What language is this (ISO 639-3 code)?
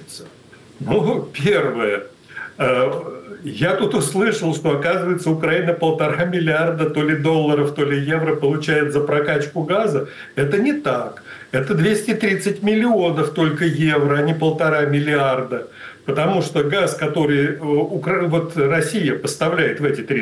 rus